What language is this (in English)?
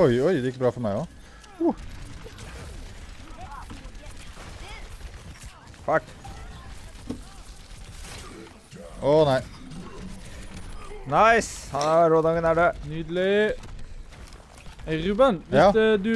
Norwegian